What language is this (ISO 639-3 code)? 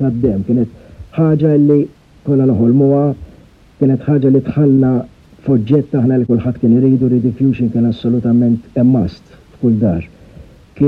mlt